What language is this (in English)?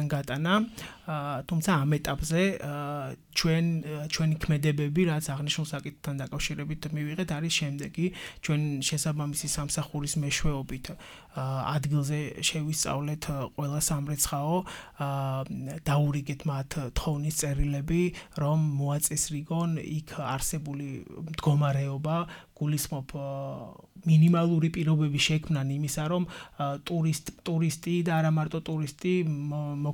Georgian